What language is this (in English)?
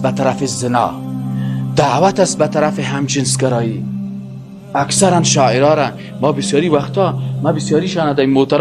Persian